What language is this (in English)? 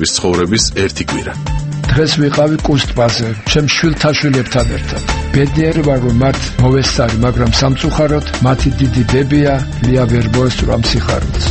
Georgian